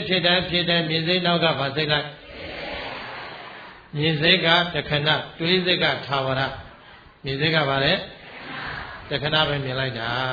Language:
Burmese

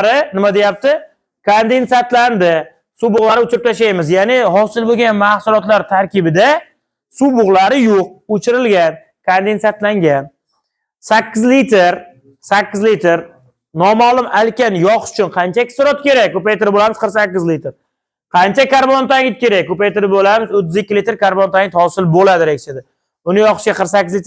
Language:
Uzbek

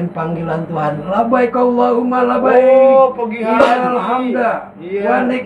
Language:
Betawi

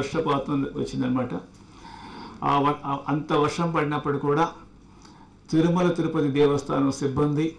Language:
Telugu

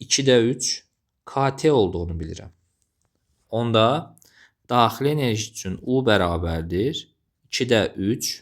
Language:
Azerbaijani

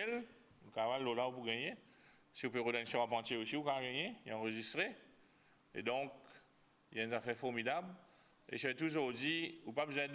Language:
Morisyen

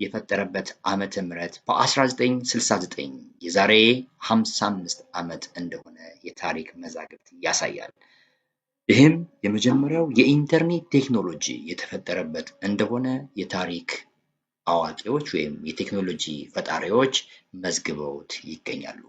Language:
Amharic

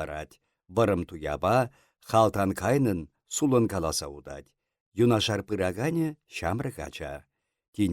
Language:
Chuvash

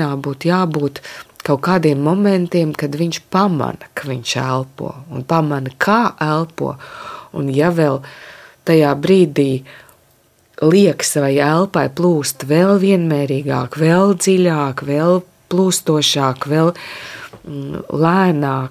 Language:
Latvian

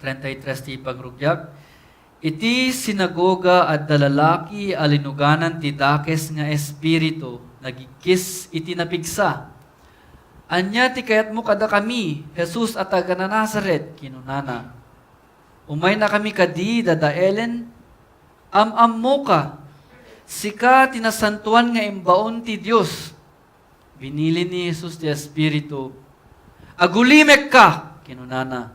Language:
Iloko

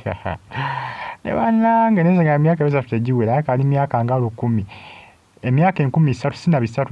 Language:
Ganda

